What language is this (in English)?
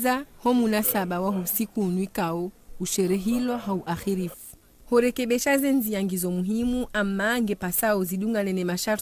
Ngazidja Comorian